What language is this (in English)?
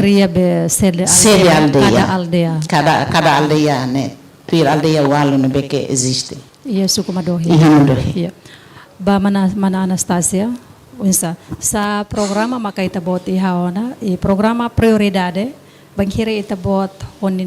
Tetum